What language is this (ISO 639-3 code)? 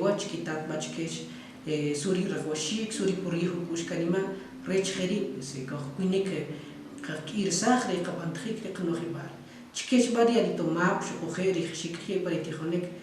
quc